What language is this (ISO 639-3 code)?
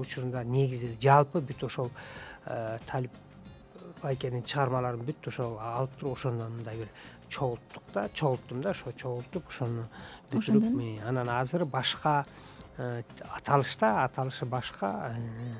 kir